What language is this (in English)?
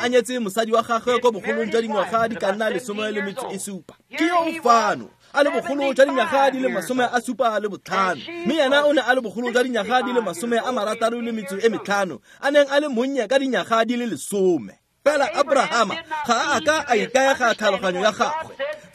Tswana